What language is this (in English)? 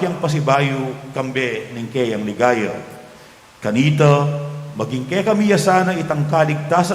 Pampanga